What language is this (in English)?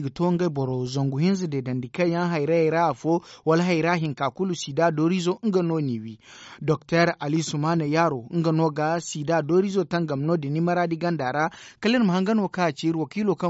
Zarma